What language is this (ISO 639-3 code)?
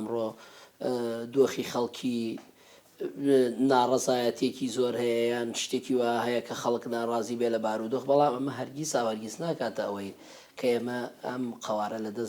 ckb